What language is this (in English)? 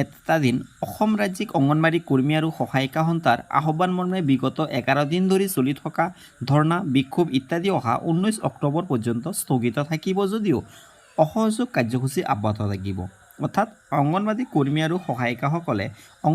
Assamese